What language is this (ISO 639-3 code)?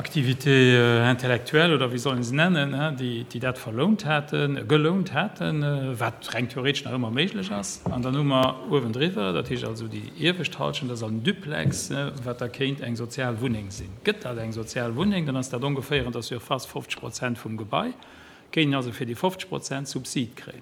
ltz